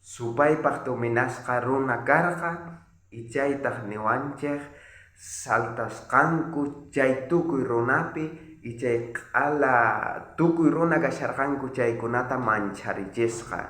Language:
South Bolivian Quechua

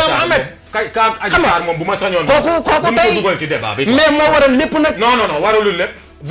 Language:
Wolof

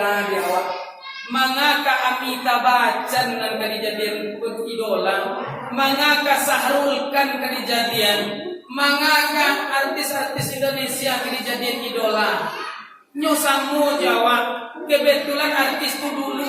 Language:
Minangkabau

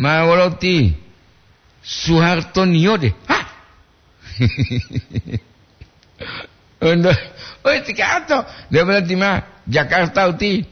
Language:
Gorontalo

